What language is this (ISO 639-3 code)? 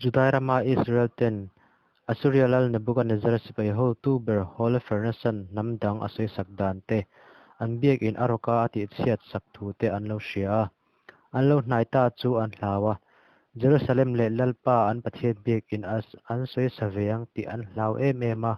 lus